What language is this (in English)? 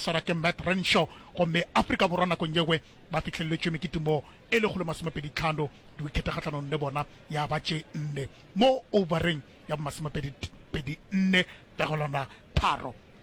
Northern Sotho